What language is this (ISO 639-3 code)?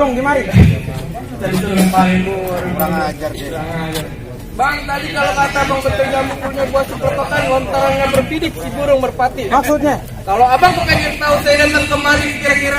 bew